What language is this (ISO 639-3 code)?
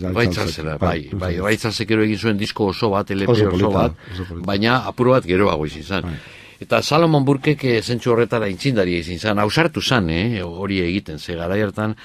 eus